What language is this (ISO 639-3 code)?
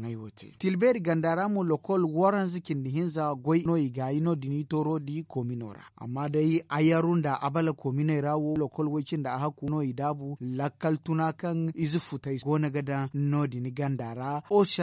dje